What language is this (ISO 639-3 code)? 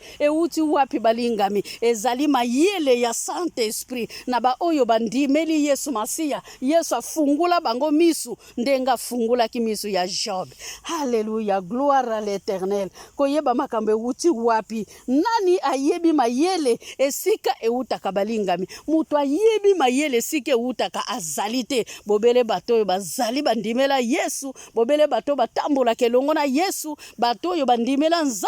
lin